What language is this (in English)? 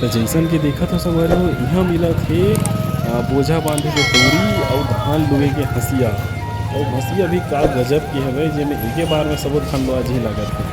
Chhattisgarhi